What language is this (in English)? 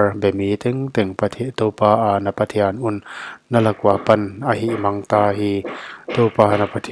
Paite Chin